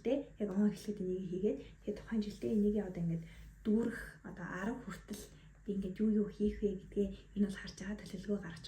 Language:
Mongolian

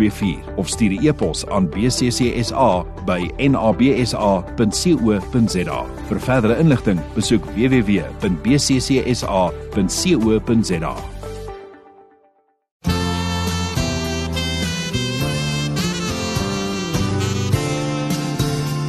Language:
Afrikaans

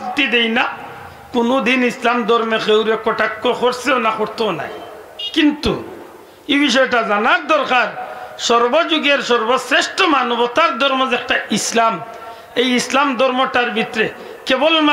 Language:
Sylheti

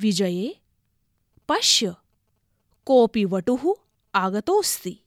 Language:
Sanskrit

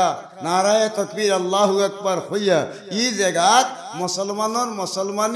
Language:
Sylheti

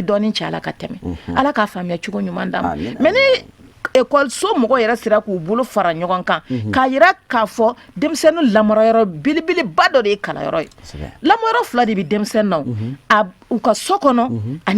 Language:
Bambara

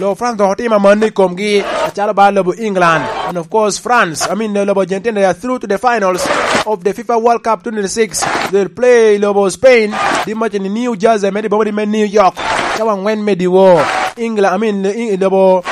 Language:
Lango (Uganda)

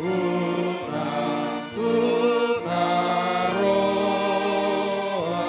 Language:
Batak Toba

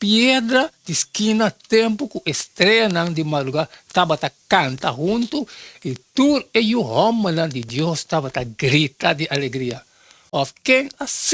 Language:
Papiamento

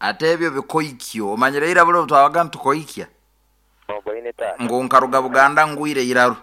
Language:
Nyoro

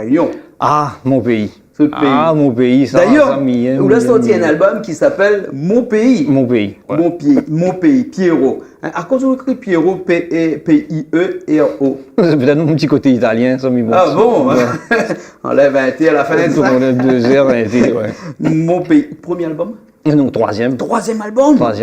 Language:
Réunion Creole French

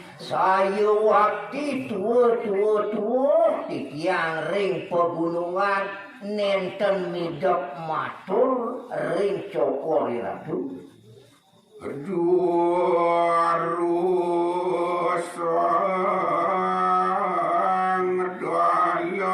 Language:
Balinese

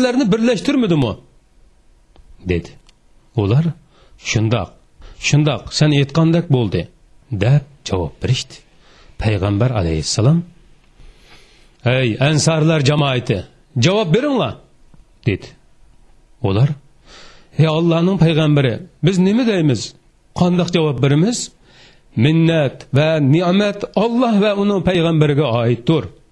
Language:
Uyghur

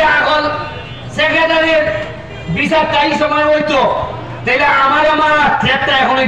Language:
Sylheti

